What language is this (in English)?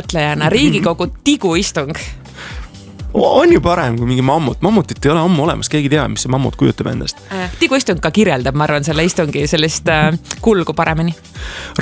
Estonian